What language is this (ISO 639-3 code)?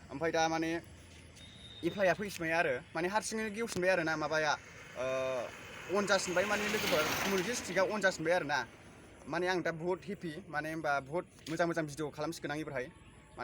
brx